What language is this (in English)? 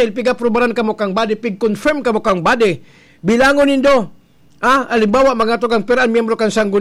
Bikol